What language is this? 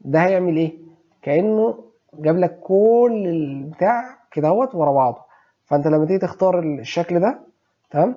Egyptian Arabic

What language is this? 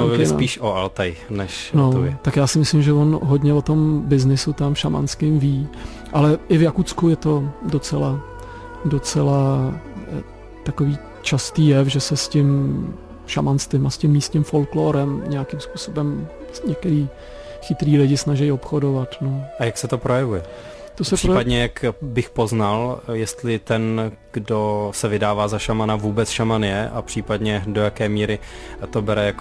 Czech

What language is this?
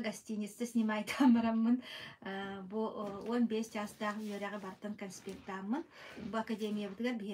Yakut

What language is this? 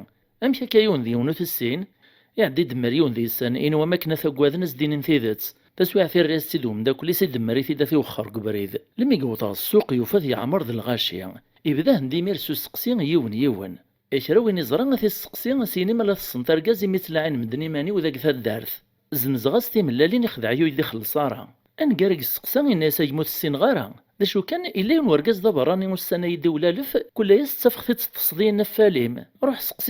Kabyle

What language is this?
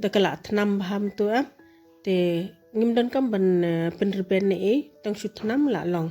Khasi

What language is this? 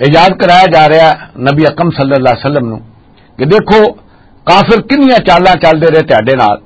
Western Panjabi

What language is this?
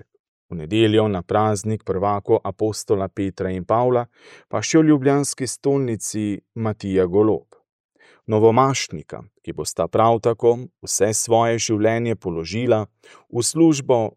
Slovenian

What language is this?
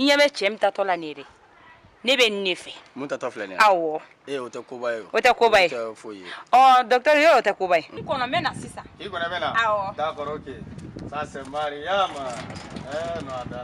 Bambara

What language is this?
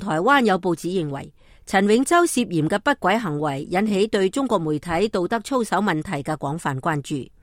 Cantonese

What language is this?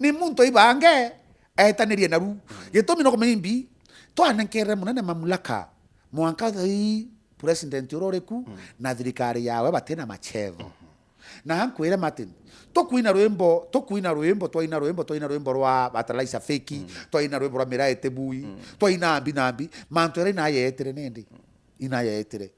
Meru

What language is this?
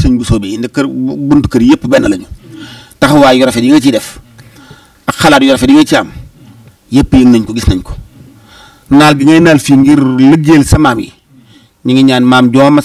Wolof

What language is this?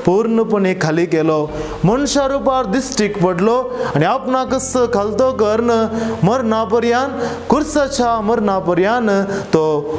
Konkani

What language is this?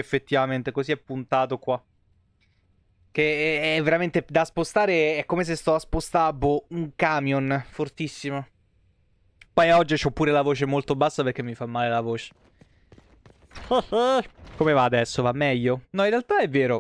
Italian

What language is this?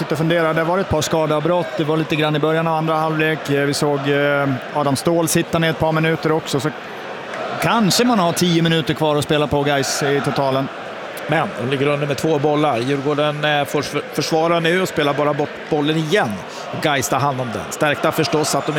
Swedish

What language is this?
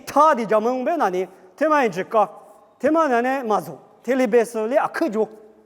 Lisu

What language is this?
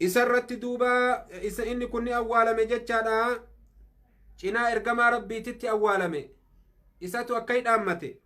Oromo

